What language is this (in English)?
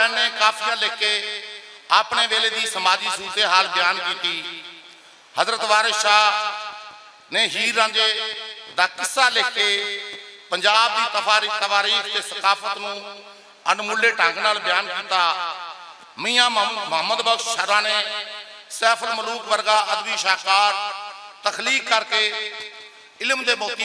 Western Panjabi